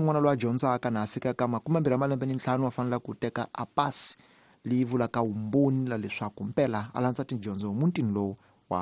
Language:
Tsonga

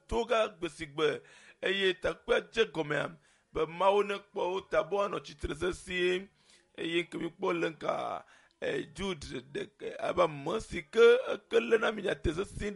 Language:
Ewe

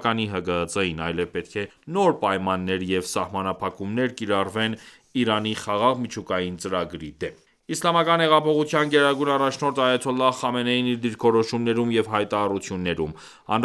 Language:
Armenian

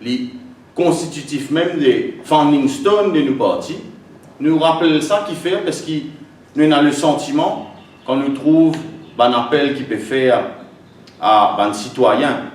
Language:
Morisyen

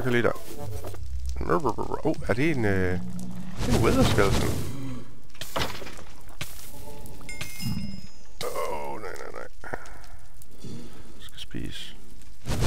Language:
Danish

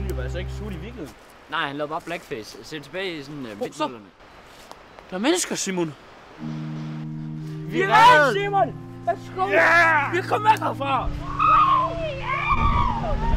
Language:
Danish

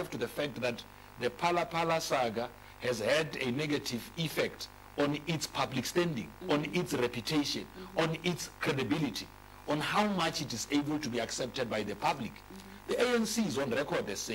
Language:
English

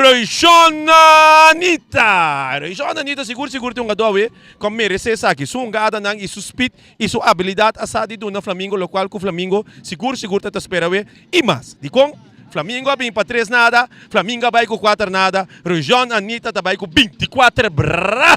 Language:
Papiamento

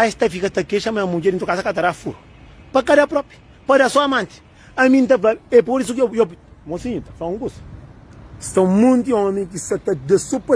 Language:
Kabuverdianu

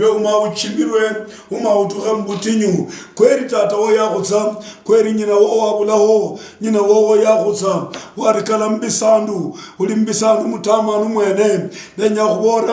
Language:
Luyia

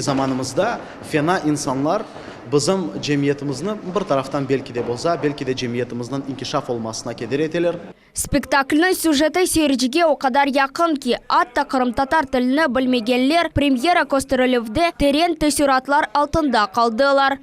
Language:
Crimean Tatar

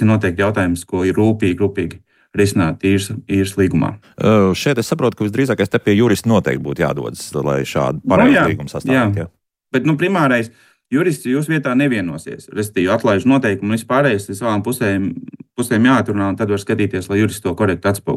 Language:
Latvian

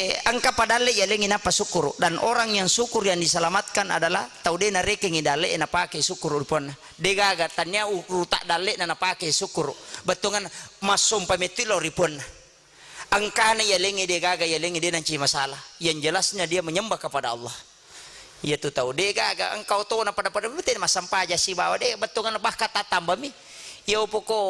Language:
Buginese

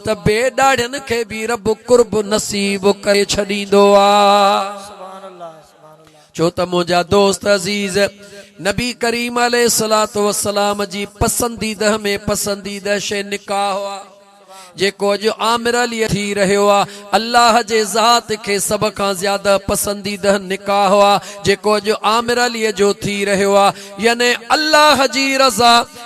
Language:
Sindhi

